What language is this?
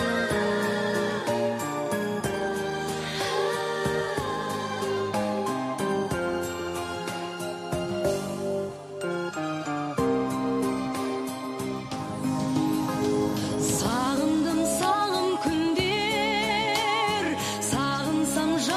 Kazakh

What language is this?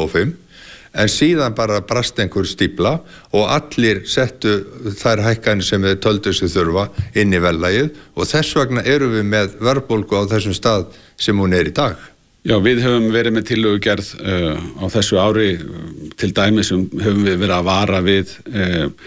Icelandic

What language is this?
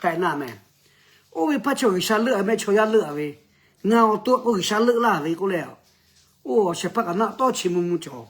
Lahu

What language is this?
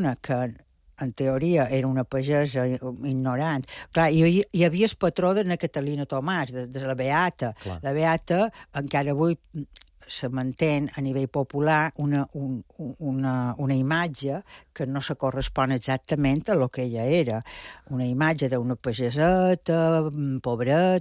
Catalan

